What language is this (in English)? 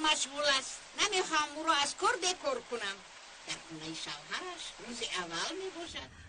Tajik